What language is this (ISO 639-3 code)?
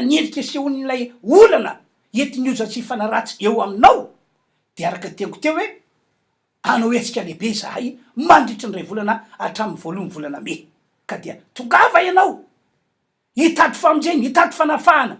mlg